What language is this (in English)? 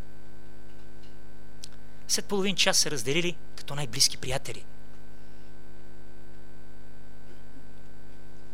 Bulgarian